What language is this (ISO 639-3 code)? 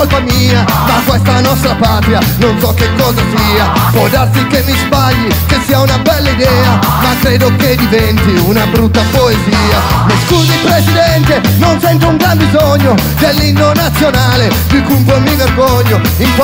ita